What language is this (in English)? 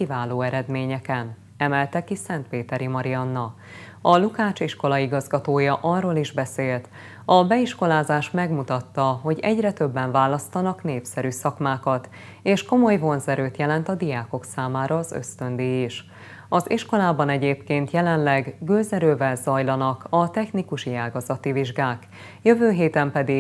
Hungarian